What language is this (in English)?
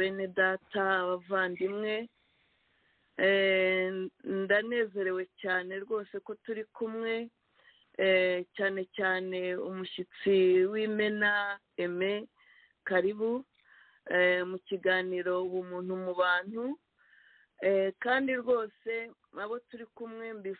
Kinyarwanda